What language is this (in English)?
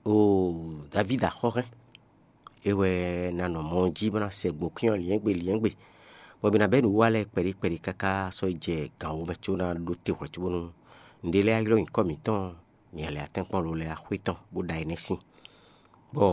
Fon